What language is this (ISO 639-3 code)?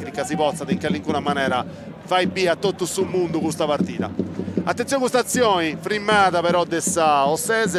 srd